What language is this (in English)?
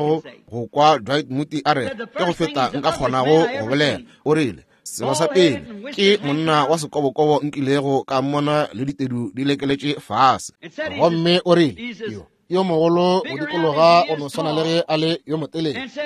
Northern Sotho